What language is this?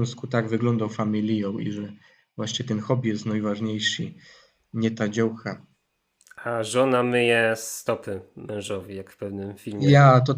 Silesian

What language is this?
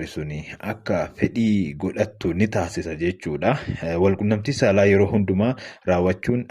Oromo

